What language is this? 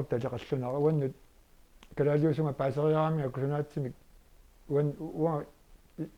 Kalaallisut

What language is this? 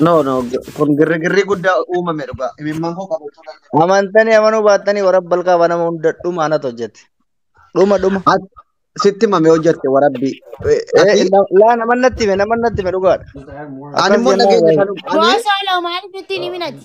Oromo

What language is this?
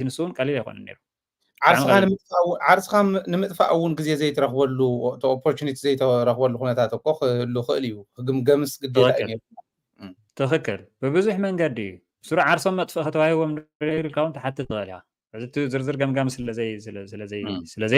Tigrinya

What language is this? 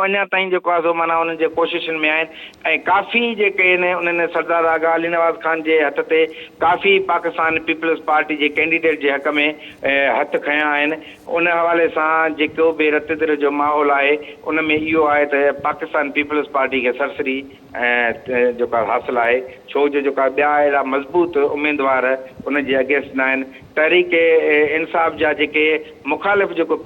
Sindhi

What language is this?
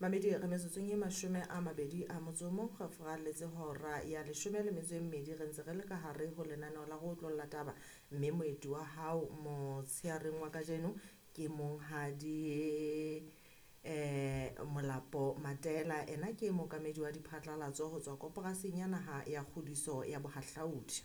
Southern Sotho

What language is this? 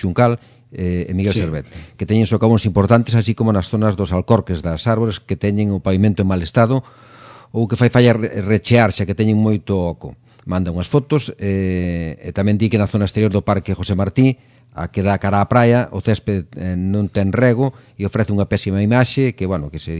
Galician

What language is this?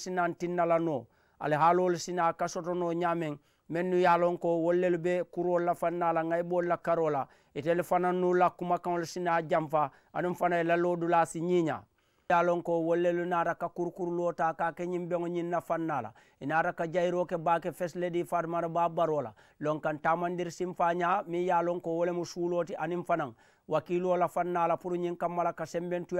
Mandingo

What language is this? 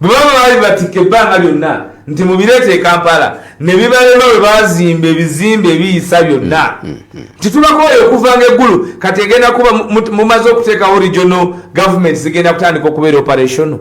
Ganda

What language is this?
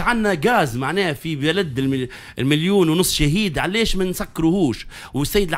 Tunisian Arabic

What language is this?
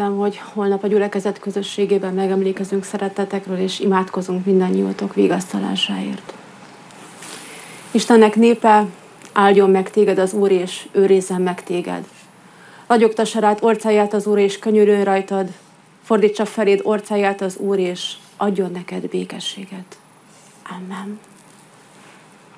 Hungarian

